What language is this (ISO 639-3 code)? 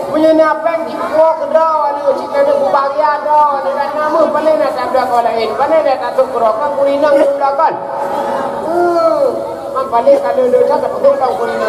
ace